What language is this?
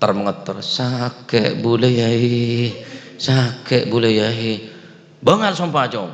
Madurese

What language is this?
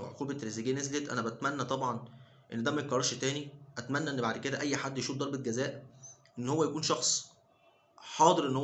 Egyptian Arabic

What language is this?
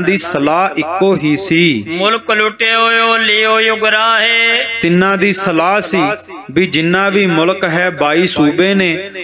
Punjabi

